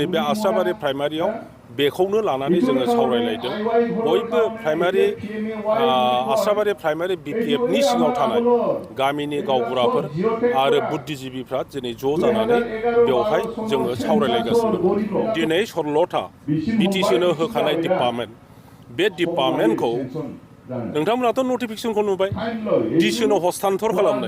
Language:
Bodo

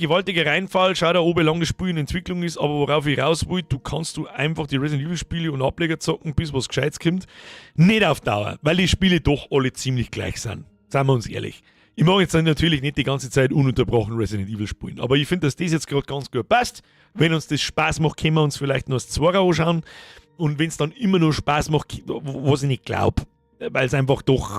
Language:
Bavarian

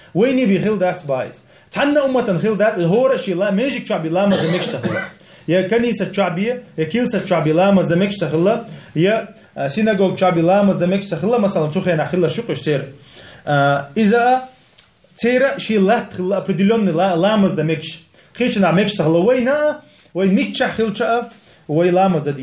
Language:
Chechen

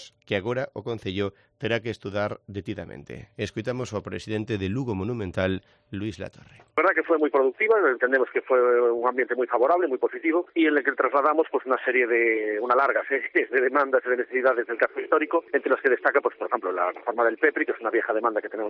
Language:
Galician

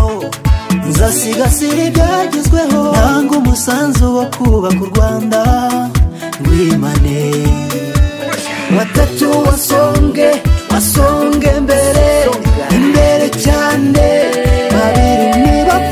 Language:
Kinyarwanda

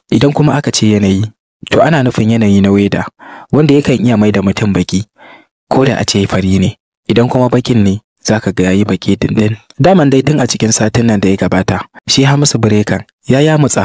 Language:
Hausa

